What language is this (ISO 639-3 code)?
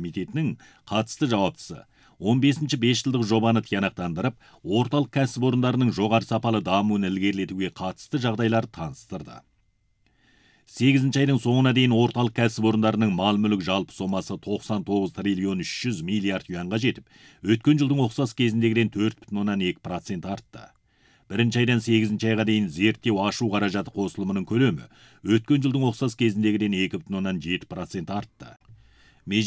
kaz